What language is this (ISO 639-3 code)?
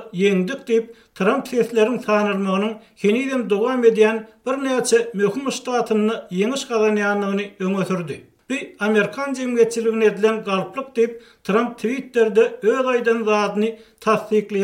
tuk